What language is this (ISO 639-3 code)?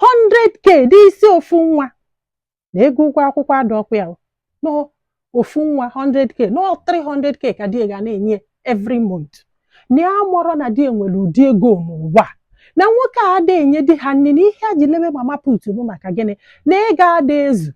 ibo